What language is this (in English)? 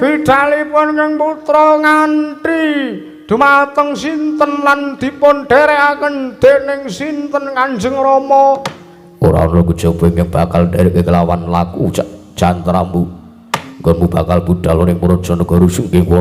Javanese